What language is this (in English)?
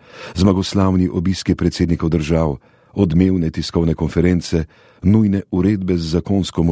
Slovenian